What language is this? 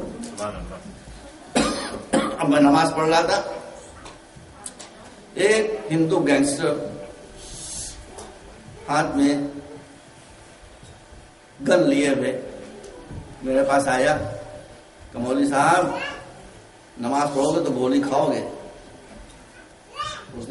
Urdu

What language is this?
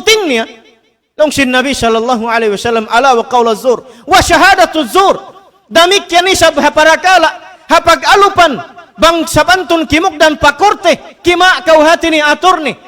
Tausug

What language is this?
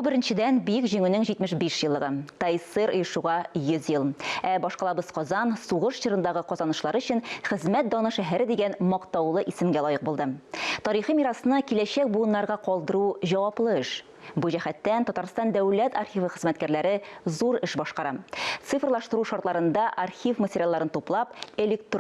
Tatar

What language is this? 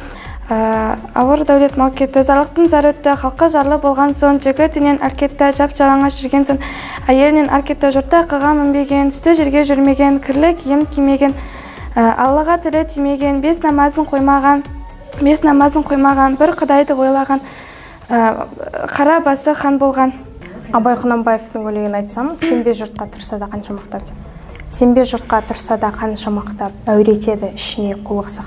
Kazakh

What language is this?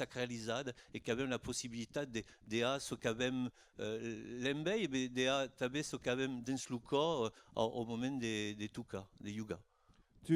Occitan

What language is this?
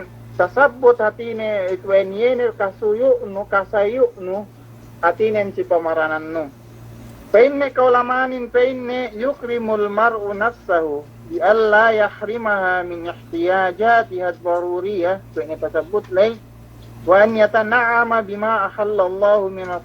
Yakan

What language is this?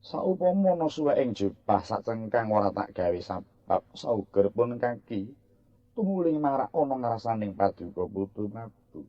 Javanese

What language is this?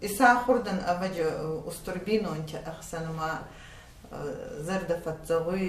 Ossetic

